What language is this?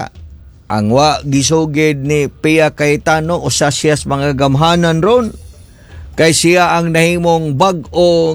Cebuano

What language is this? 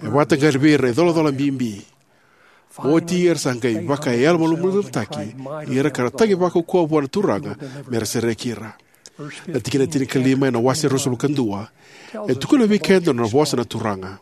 Fijian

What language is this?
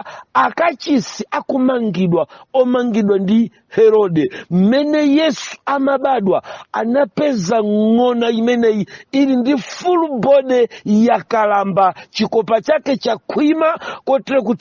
Nyanja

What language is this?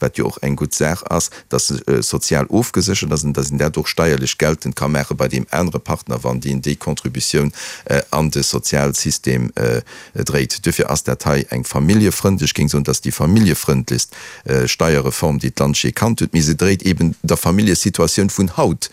Luxembourgish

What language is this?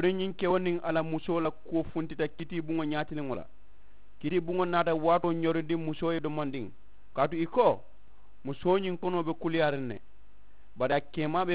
Mandingo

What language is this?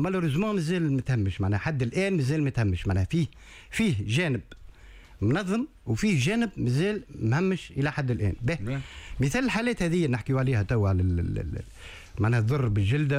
Tunisian Arabic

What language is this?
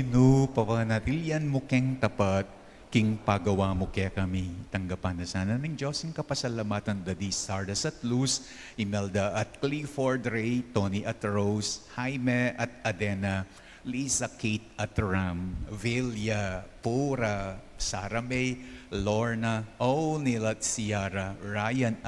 Pampanga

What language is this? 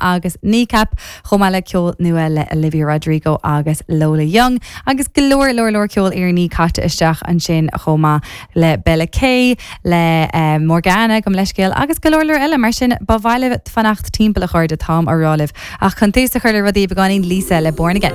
Irish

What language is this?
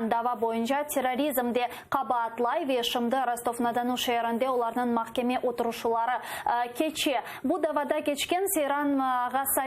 Crimean Tatar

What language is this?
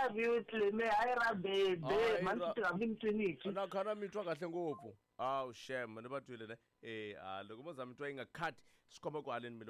Tsonga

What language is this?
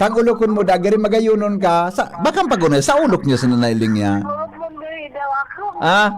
Bikol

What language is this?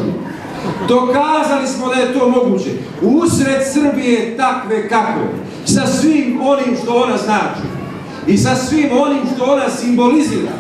Bosnian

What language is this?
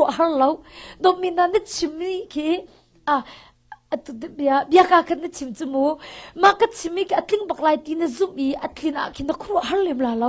Hakha Chin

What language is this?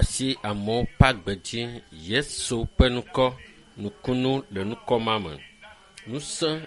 Ewe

